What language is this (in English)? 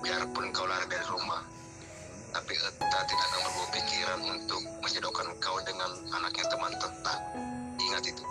Buginese